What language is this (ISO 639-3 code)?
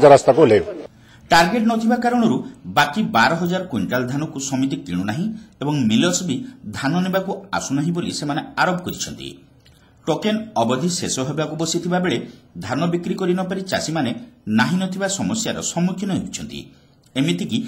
ori